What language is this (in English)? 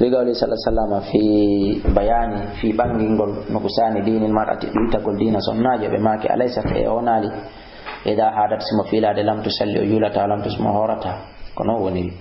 Fula